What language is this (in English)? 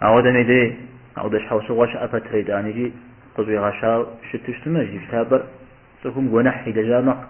Kabardian